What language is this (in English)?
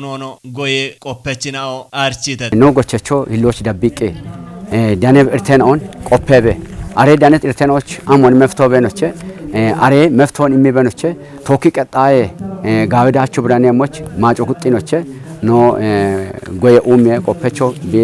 Kafa